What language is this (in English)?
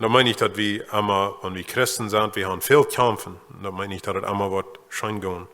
Plautdietsch